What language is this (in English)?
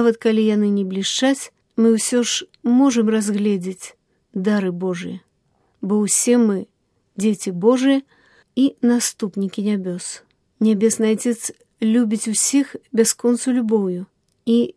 Belarusian